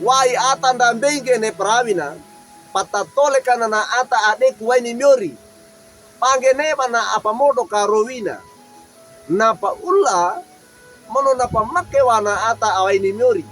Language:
Wejewa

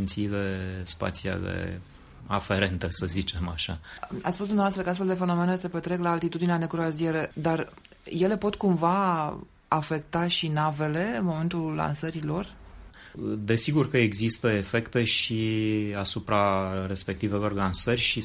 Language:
Romanian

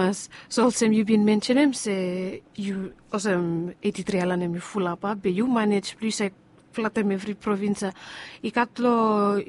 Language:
Bislama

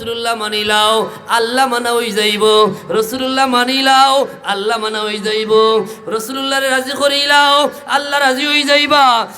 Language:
Sylheti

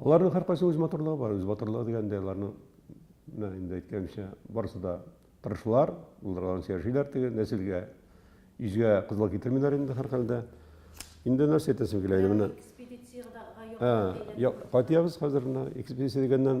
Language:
Tatar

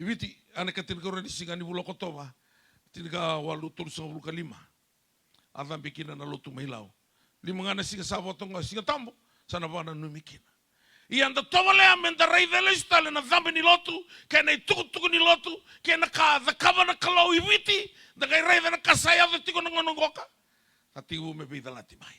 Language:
Fijian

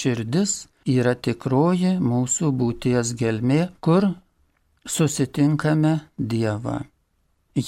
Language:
Lithuanian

